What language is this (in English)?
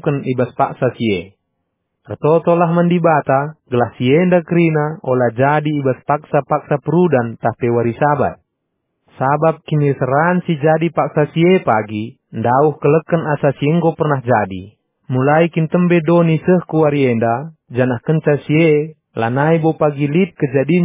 Batak Karo